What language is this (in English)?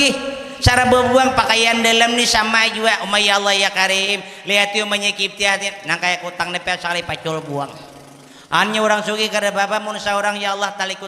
Banjar